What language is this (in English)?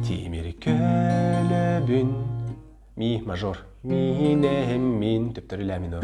Yakut